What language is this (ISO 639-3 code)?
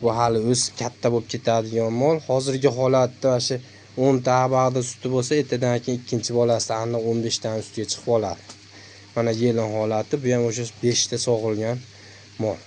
uzb